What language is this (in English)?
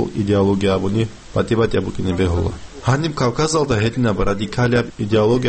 Avaric